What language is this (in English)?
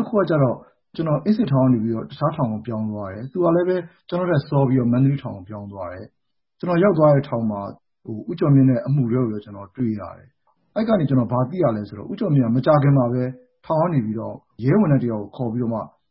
Burmese